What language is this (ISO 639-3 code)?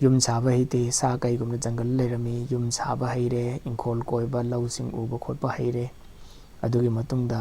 mni